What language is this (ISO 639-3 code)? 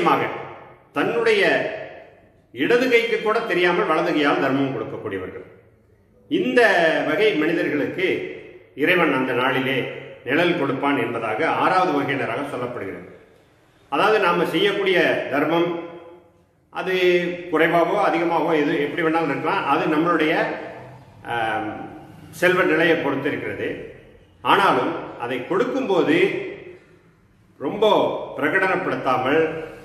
tam